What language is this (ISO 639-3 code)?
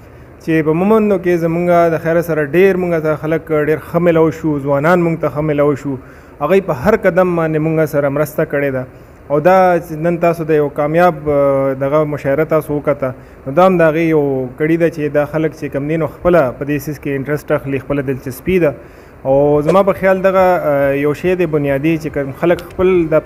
pus